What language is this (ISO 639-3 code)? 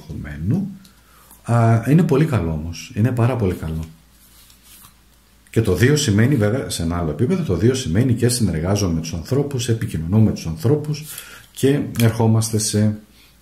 ell